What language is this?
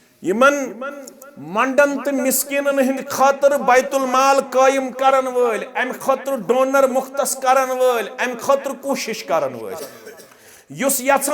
Kashmiri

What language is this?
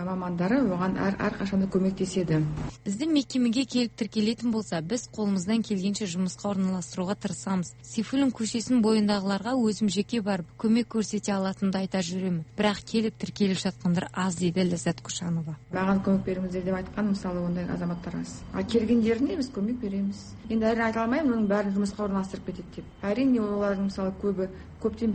Kazakh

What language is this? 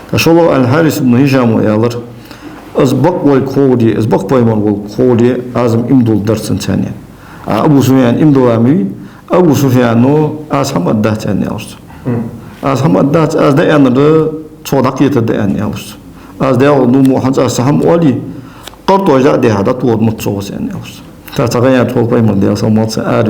Ingush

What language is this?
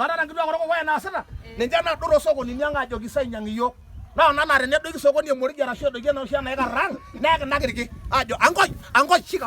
Masai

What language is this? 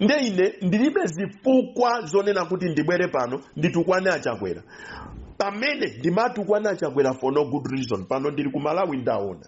Nyanja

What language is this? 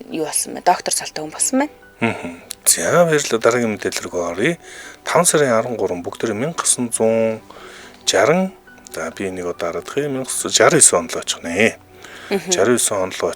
Mongolian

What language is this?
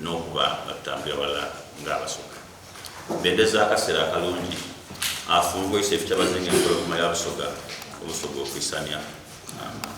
Soga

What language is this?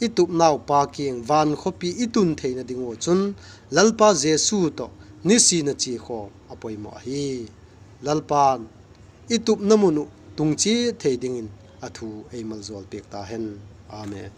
Vaiphei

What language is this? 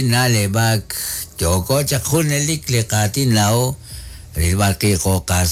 Kekchí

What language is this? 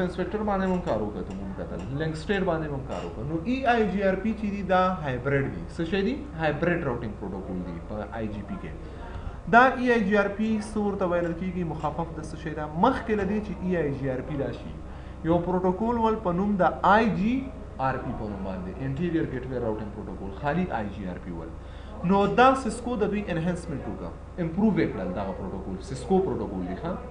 Pashto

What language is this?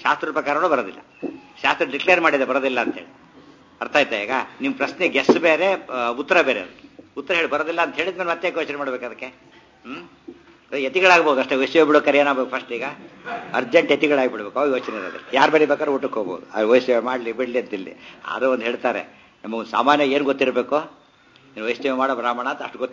Kannada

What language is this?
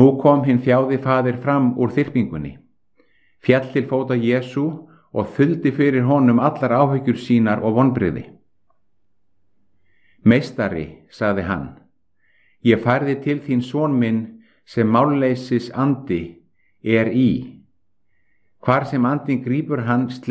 Icelandic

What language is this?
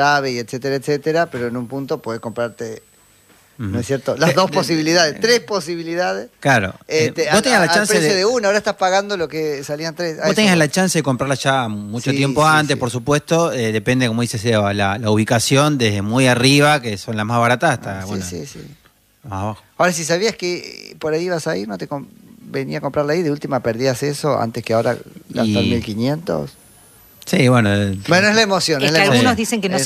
Spanish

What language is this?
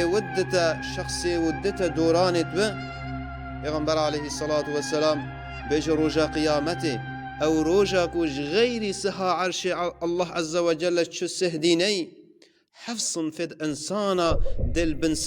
Kurdish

